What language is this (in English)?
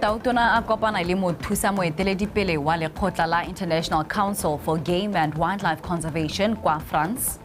Tswana